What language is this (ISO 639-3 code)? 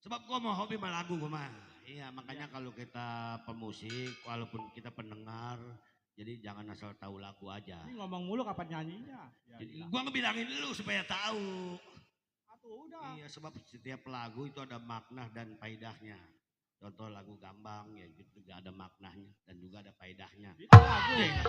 bew